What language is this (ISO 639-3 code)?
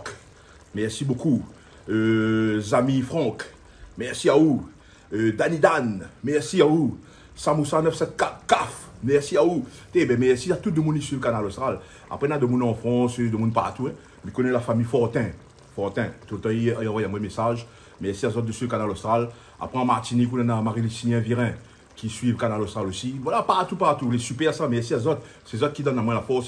rcf